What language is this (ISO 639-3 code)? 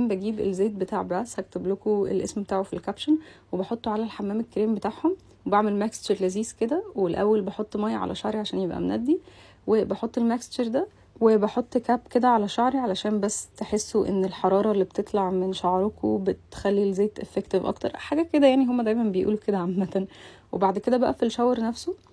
arz